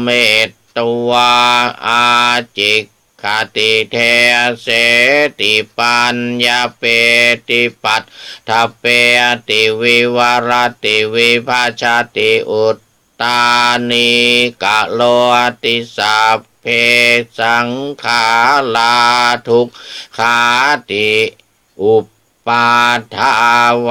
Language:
Pali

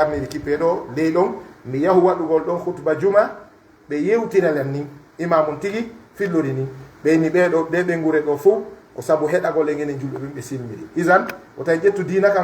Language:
Pular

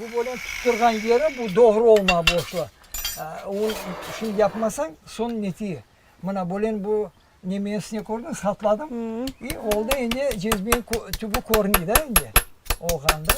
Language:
Crimean Tatar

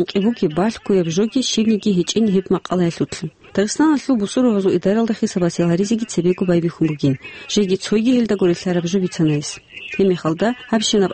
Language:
Avaric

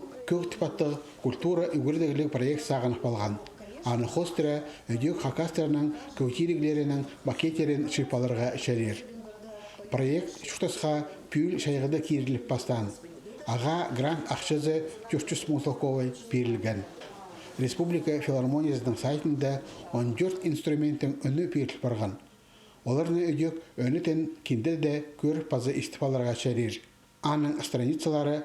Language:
Khakas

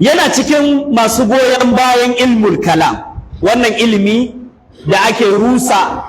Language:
Hausa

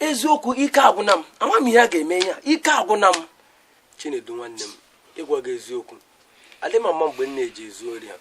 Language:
Igbo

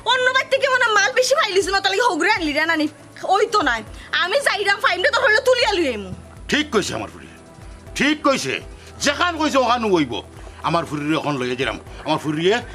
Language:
Sylheti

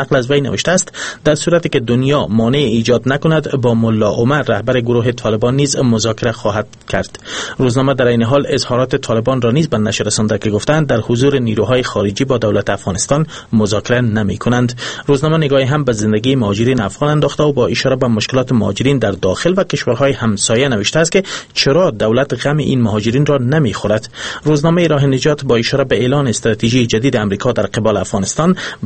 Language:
Persian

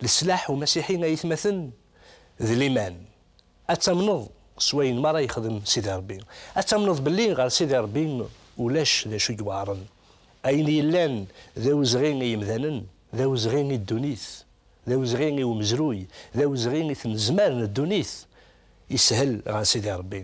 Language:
Kabyle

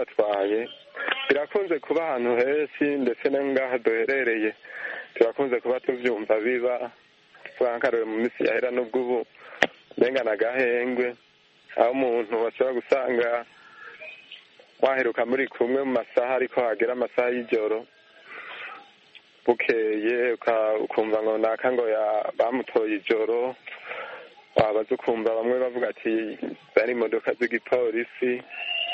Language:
Kinyarwanda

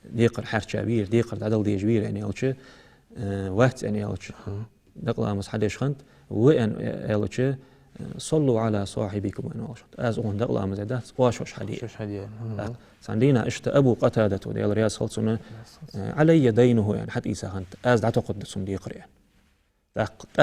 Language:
Ingush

